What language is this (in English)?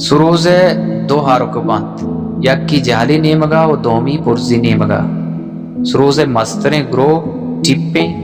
Baluchi